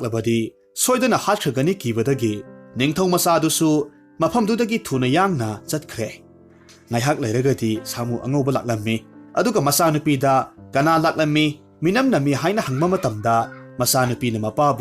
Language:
Manipuri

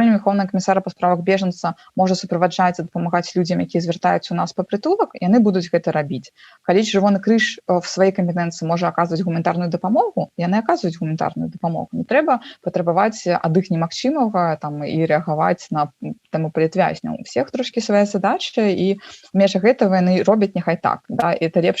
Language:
Belarusian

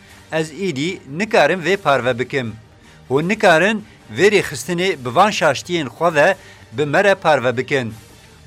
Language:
Kurdish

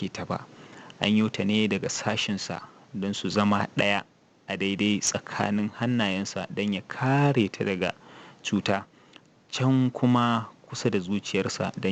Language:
Hausa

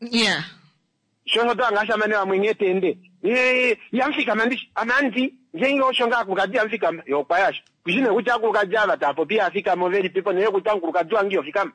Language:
Kuanyama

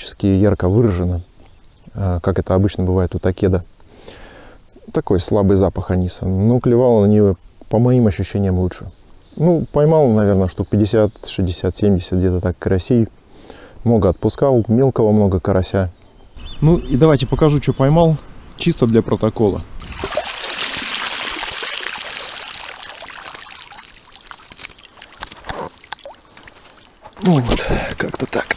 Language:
Russian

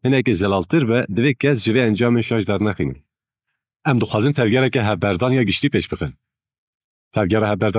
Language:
Kurdish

